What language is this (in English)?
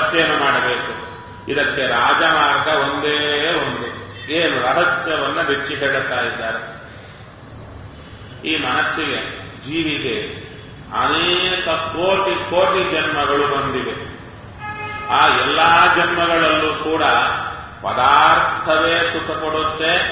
Kannada